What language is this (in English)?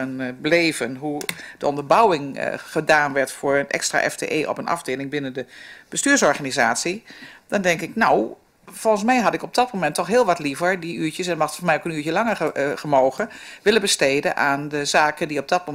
Dutch